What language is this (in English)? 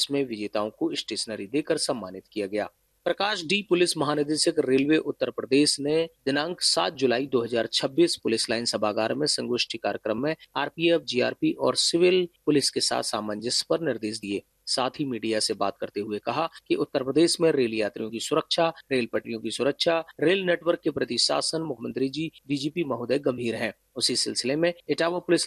Hindi